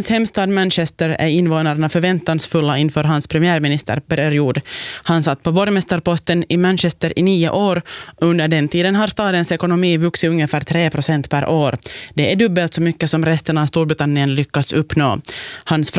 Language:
Swedish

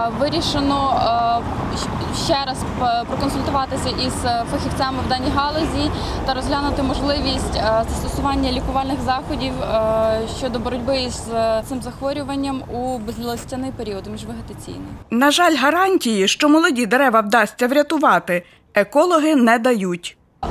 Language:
Ukrainian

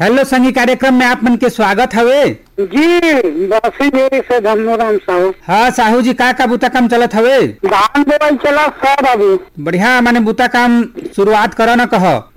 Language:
Chhattisgarhi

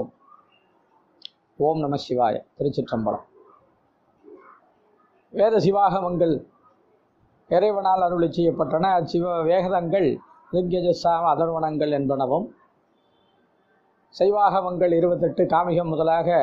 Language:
Tamil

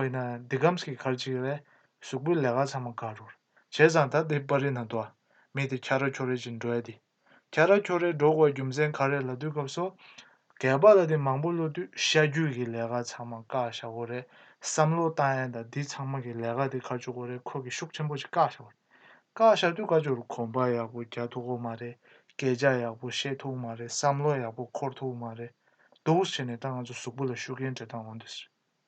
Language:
Tibetan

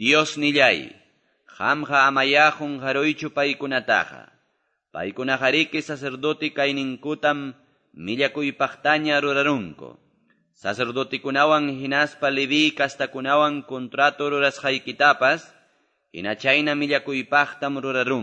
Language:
Quechua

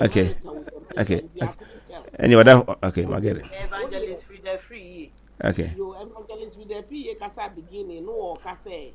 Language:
Akan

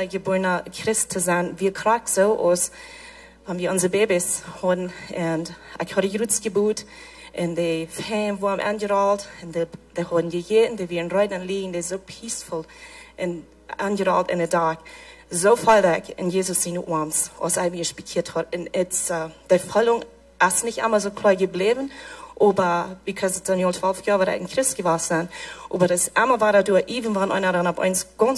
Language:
Plautdietsch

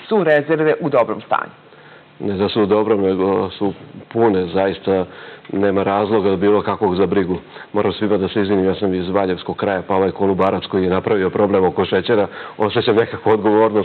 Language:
Serbian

